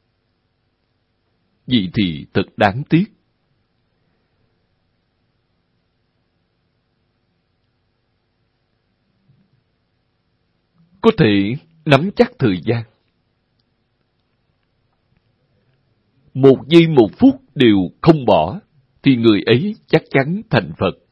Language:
Vietnamese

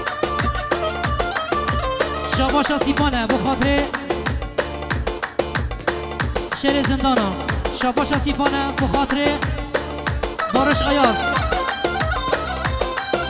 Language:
Kurdish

